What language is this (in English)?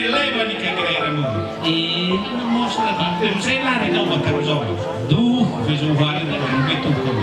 Nias